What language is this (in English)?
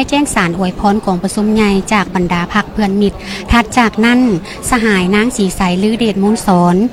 Lao